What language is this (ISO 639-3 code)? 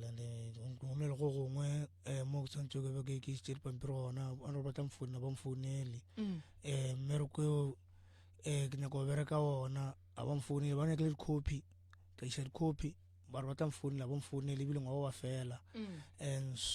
nso